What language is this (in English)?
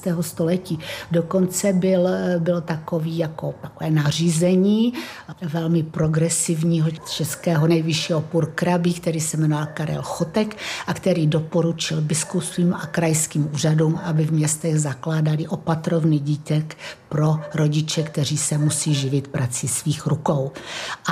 Czech